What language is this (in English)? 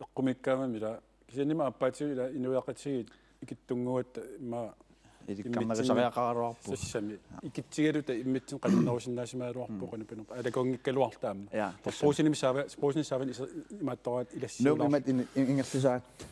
Kalaallisut